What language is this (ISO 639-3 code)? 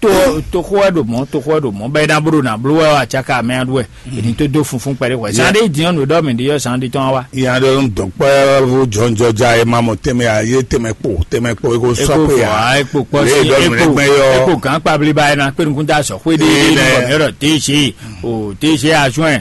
fon